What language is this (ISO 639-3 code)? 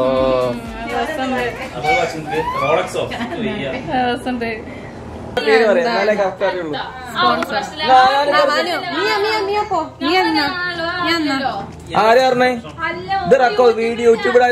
mal